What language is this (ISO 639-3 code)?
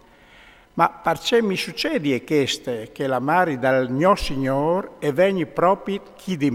fur